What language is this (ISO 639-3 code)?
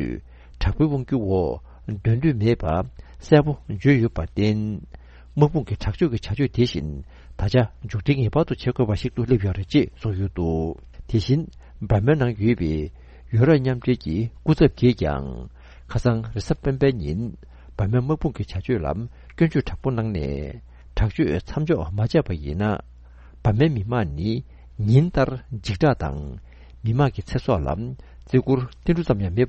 bod